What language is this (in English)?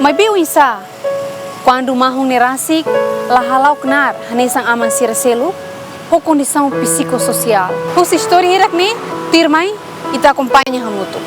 Tetum